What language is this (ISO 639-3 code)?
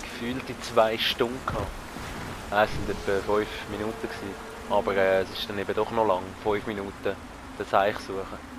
gsw